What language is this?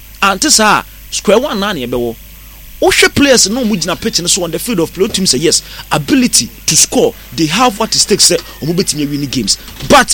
Akan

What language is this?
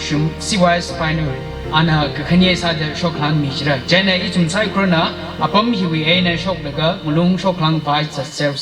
Tangkhul Naga (India)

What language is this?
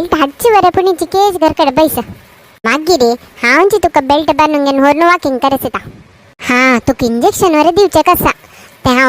Konkani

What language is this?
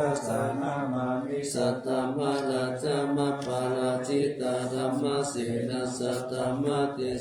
Pali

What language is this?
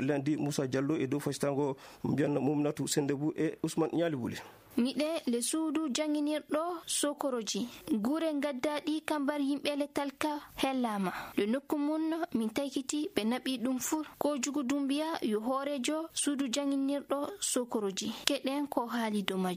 Fula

